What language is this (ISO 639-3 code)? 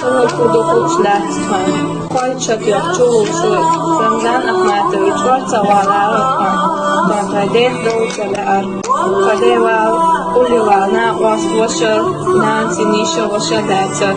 che